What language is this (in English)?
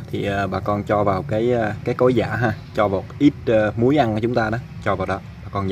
Vietnamese